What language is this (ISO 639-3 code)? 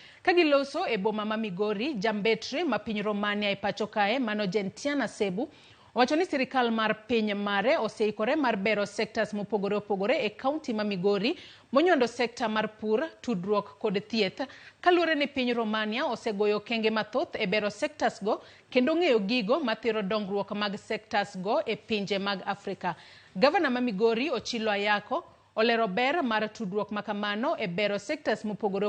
luo